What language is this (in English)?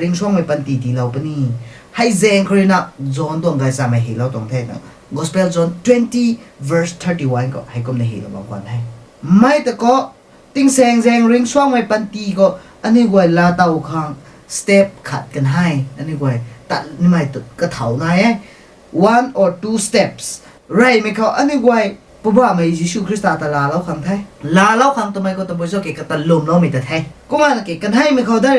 Rongmei Naga